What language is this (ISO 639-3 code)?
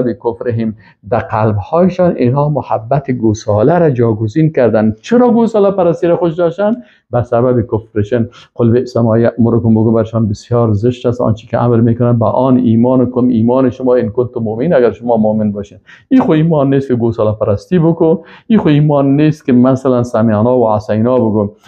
fas